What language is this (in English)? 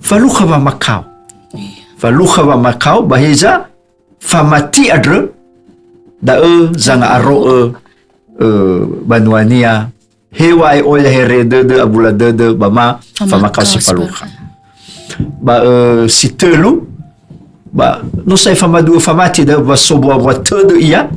Nias